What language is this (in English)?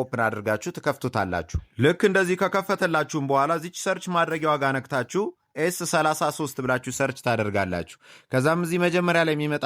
Amharic